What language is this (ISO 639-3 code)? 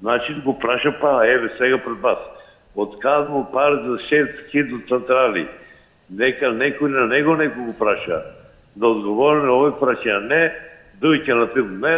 mkd